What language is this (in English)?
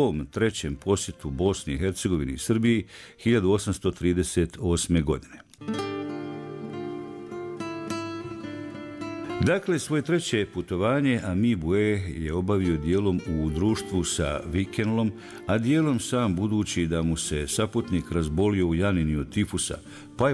Bosnian